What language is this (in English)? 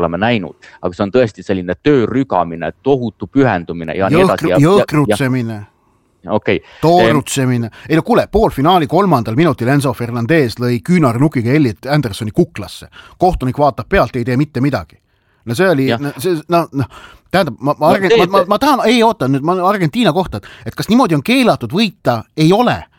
Estonian